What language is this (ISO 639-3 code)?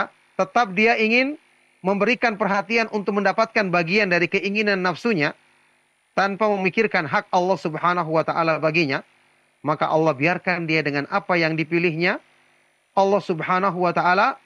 ind